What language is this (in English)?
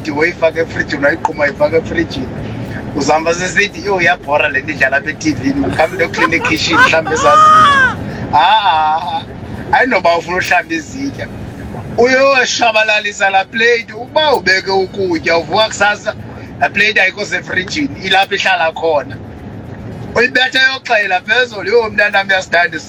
Xhosa